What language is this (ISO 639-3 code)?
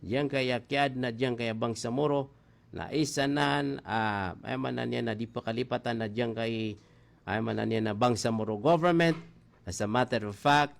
mrw